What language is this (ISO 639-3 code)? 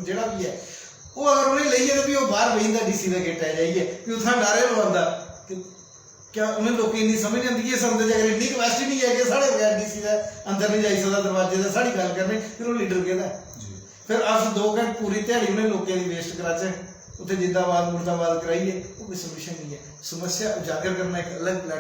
doi